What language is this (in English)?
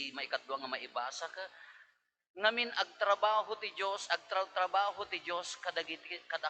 Iloko